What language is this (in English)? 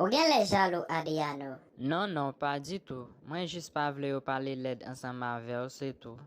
Haitian Creole